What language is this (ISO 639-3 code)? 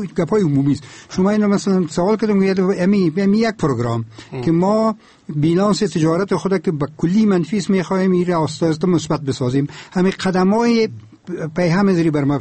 fas